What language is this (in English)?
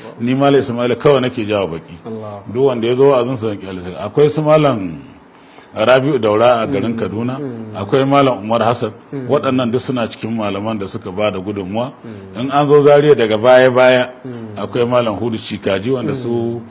Hausa